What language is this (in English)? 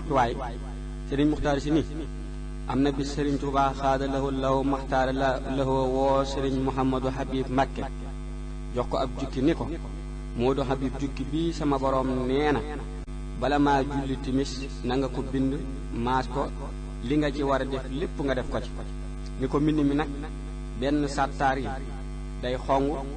Wolof